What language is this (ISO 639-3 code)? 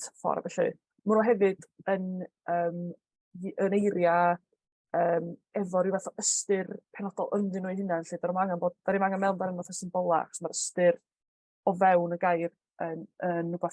cym